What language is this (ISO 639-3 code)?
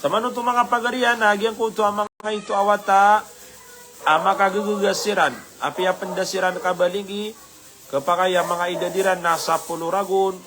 mrw